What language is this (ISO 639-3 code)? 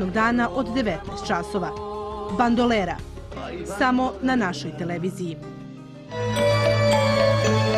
srp